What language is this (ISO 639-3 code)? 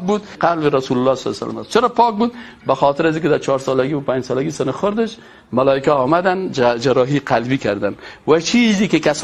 fas